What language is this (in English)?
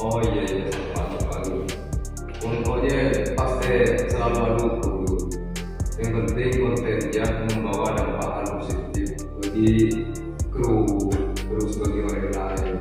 Madurese